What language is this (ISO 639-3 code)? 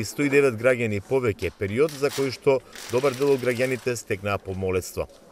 mkd